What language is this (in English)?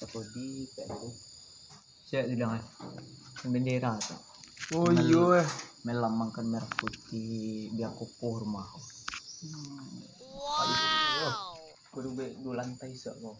Minangkabau